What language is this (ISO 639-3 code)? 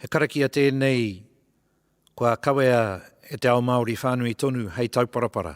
mri